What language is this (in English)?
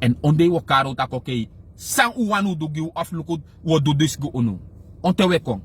Sranan Tongo